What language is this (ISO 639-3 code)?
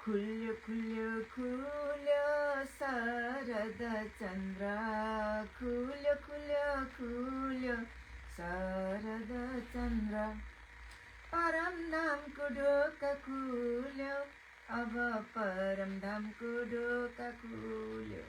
nep